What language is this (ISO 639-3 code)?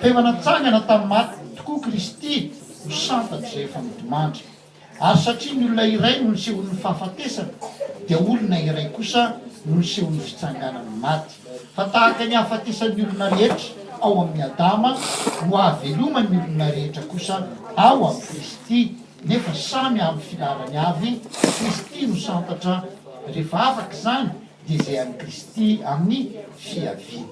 mlg